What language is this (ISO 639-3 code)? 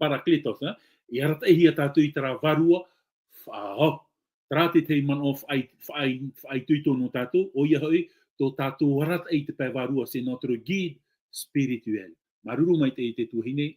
tah